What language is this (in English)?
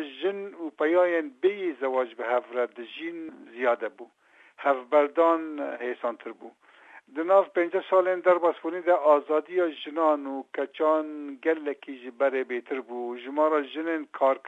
Kurdish